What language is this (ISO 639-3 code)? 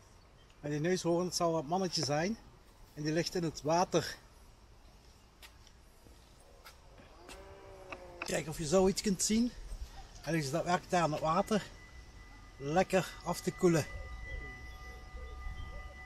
nld